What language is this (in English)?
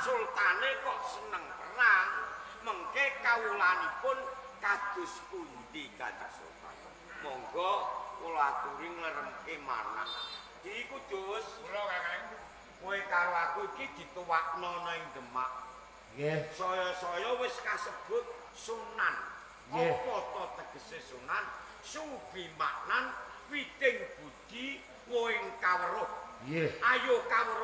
Javanese